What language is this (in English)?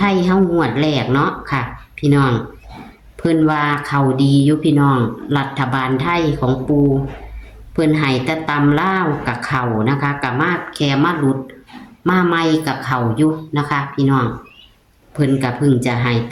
Northeastern Thai